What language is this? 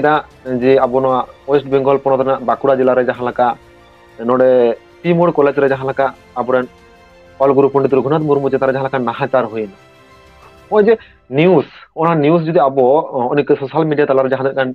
Santali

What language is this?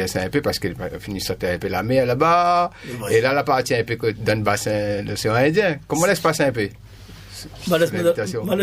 Réunion Creole French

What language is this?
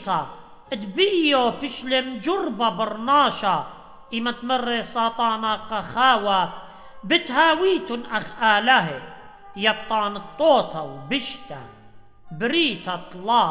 Assyrian Neo-Aramaic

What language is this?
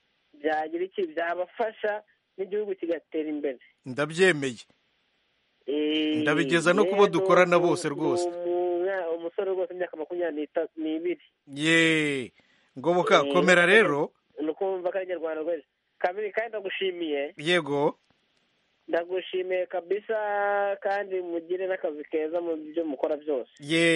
Kinyarwanda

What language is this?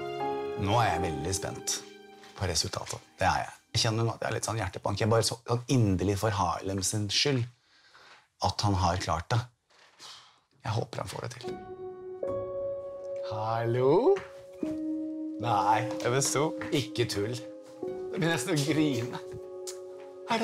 Norwegian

